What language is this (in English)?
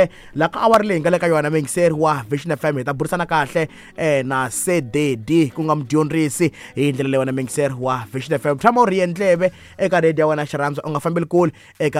Tsonga